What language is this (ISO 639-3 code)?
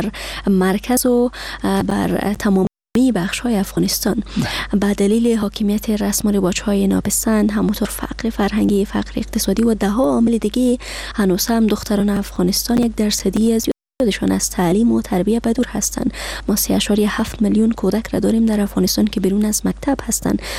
fas